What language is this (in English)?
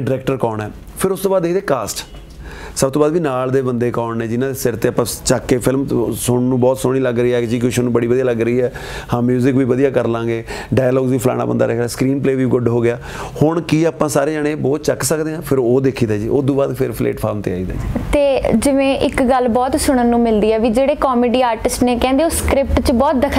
Punjabi